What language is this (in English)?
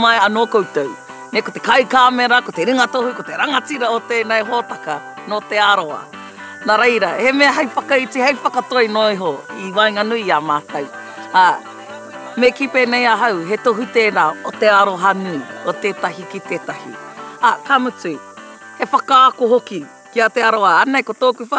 Māori